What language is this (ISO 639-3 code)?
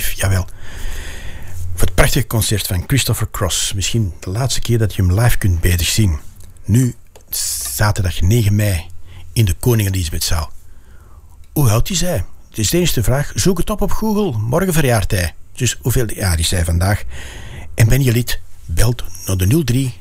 nld